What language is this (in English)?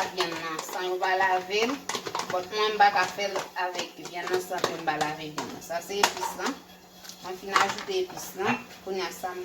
Haitian Creole